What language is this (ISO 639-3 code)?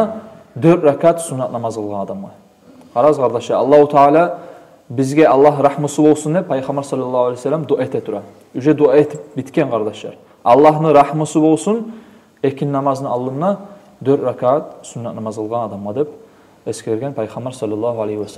kum